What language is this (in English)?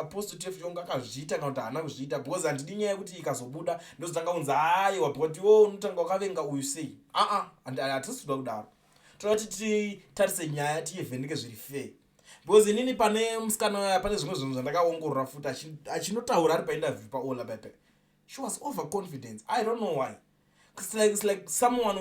Shona